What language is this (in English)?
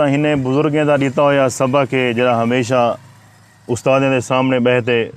Saraiki